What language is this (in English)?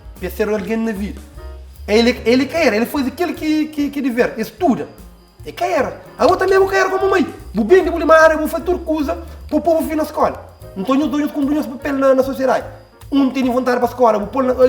Kabuverdianu